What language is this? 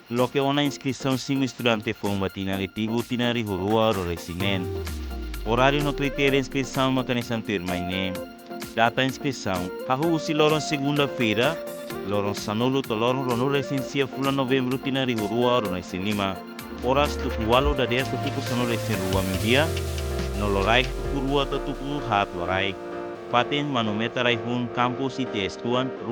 Tetum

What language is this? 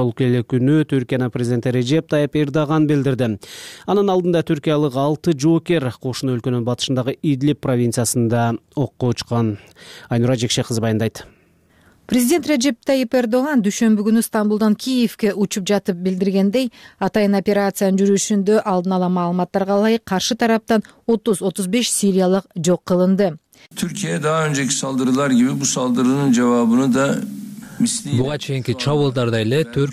Kyrgyz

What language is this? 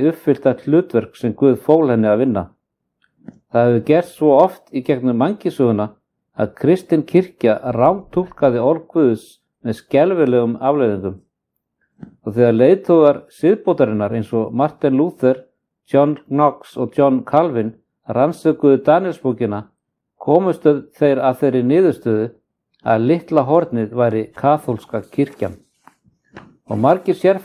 Icelandic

